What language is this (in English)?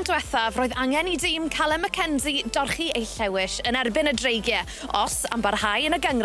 Welsh